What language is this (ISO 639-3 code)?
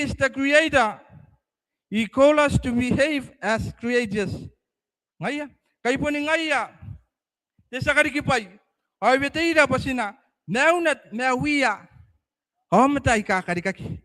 gil